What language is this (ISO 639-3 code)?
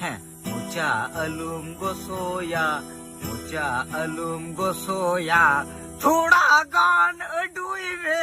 sat